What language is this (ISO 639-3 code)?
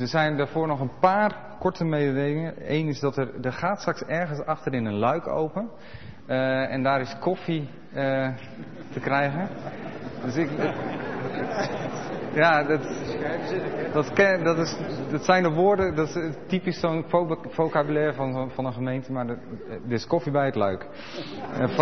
nld